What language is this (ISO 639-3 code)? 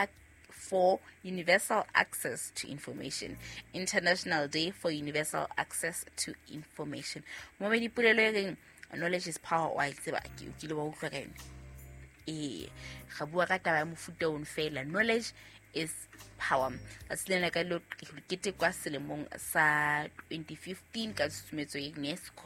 sot